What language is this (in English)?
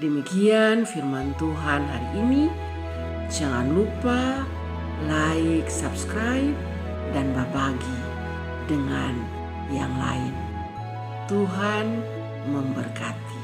Kupang Malay